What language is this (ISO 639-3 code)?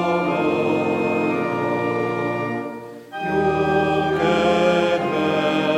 hun